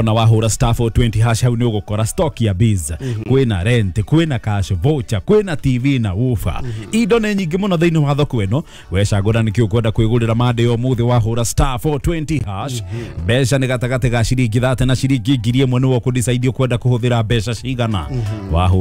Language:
Kikuyu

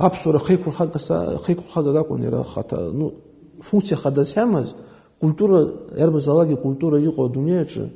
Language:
Abkhazian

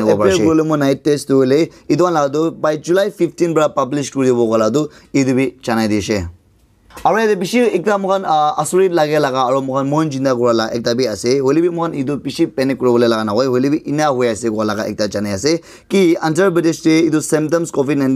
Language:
Naga Pidgin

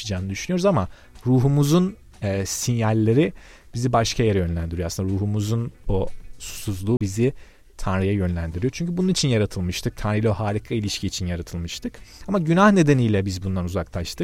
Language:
Turkish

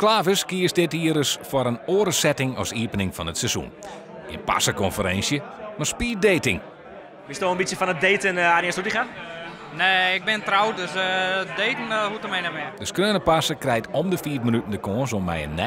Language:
Western Frisian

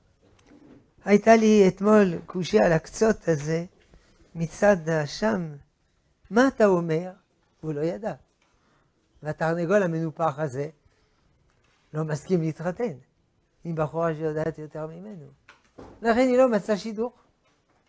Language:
Hebrew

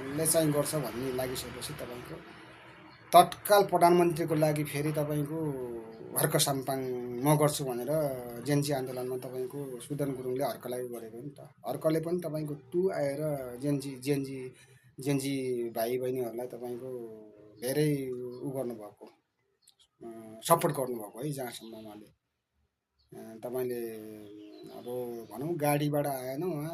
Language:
Nepali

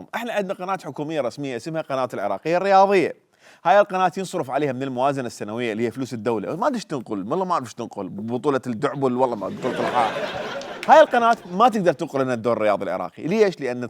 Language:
Mesopotamian Arabic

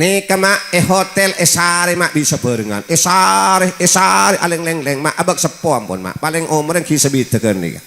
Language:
Madurese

